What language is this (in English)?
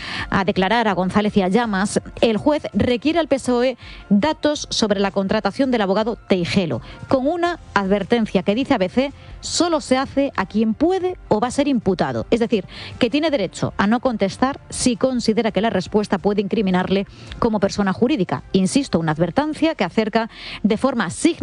Spanish